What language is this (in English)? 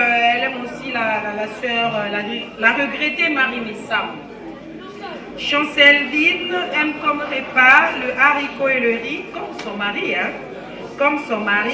French